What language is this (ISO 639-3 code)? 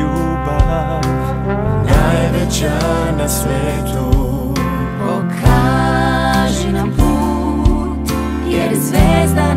srp